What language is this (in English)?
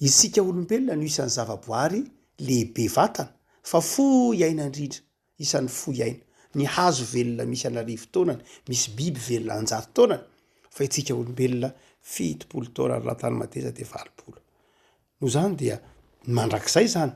Malagasy